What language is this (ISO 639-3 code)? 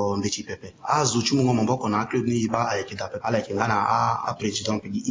sag